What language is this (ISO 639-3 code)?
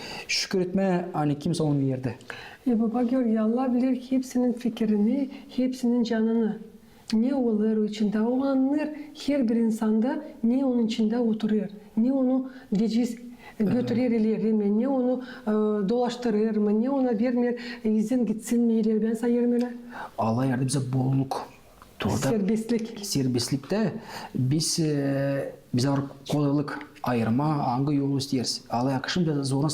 gag